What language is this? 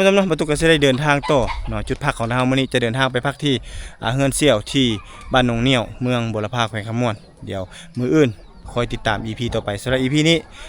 Lao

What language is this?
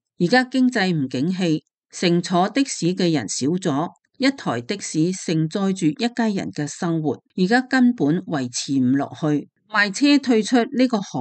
Cantonese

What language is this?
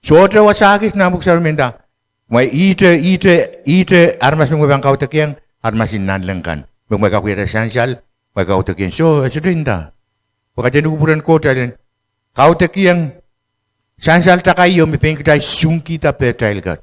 Pohnpeian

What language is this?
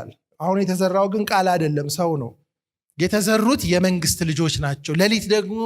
Amharic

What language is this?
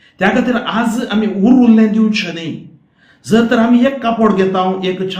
Konkani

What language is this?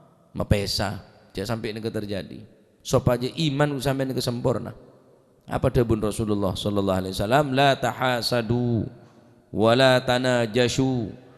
Madurese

